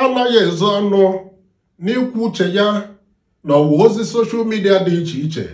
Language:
Igbo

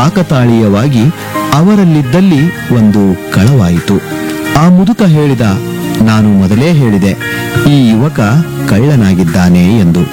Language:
Kannada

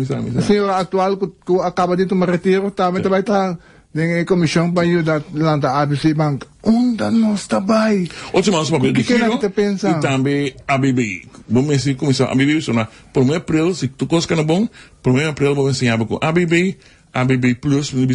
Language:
Papiamento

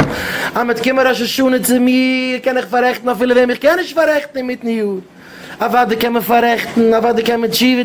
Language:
Yiddish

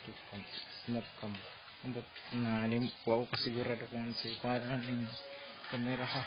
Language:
Cebuano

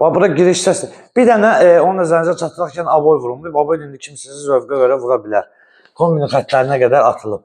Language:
Azerbaijani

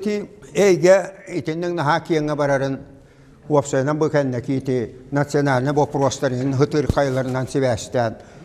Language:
Yakut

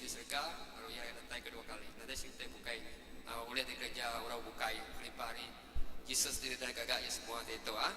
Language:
Iban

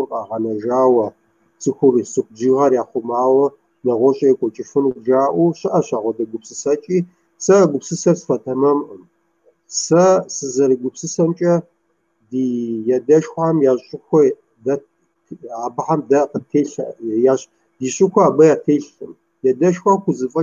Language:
Kabardian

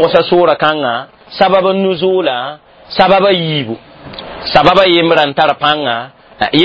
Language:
Mossi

